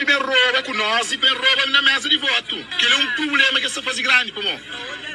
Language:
Kabuverdianu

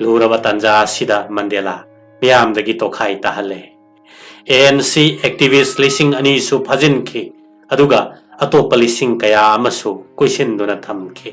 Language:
Manipuri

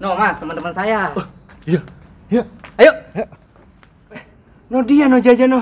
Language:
Betawi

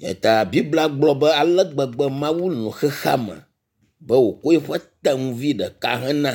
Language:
Ewe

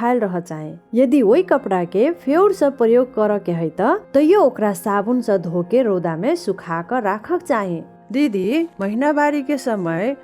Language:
Maithili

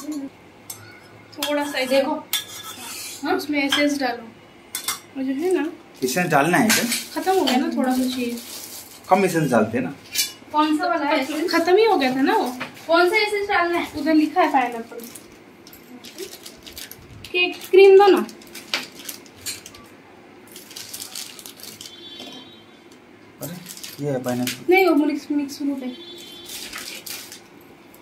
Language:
Hindi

